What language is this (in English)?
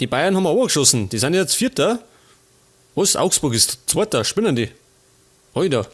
Bavarian